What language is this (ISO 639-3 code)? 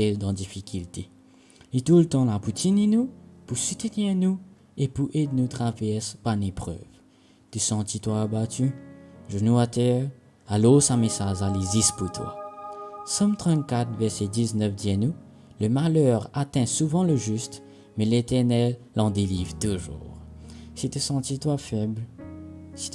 mfe